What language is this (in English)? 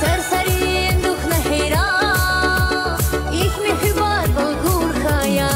Tabassaran